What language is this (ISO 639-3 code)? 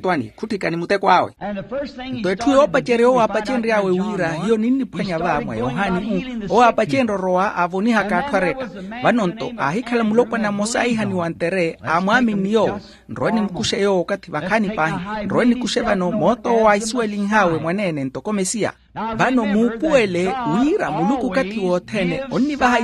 vmw